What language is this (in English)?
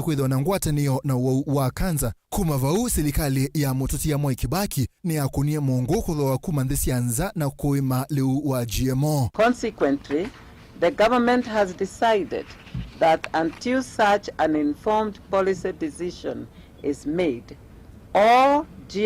Kamba